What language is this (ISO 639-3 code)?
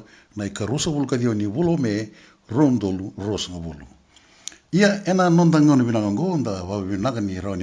fij